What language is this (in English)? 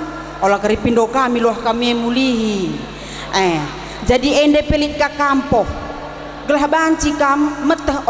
Batak Karo